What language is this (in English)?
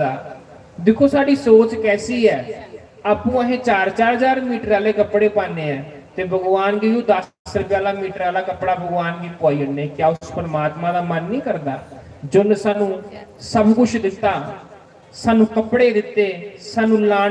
Dogri